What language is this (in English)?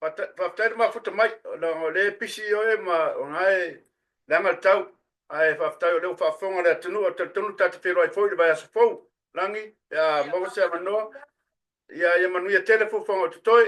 Samoan